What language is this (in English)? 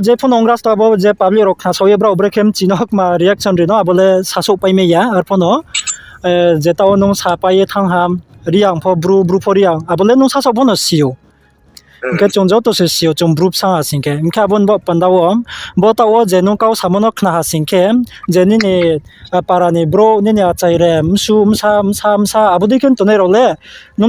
Riang (India)